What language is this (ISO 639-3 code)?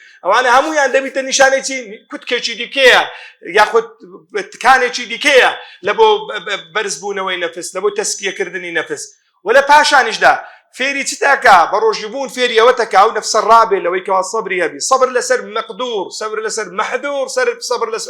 ckb